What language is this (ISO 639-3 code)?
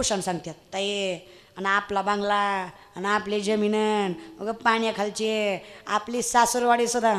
mar